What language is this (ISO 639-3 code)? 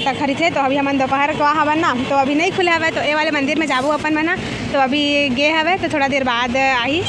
hne